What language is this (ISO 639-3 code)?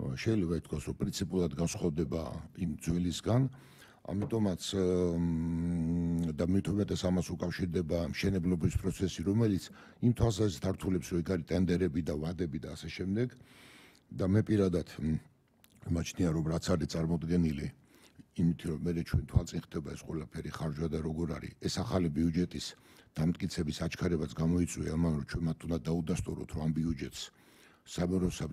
kat